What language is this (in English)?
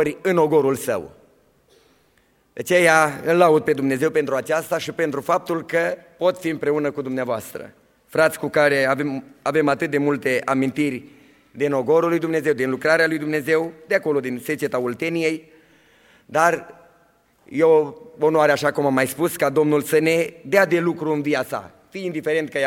Romanian